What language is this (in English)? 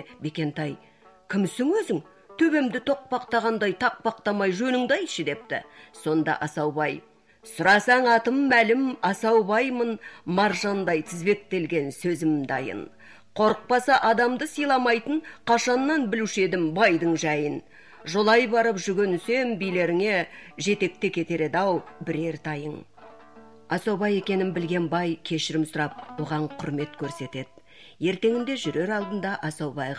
Kazakh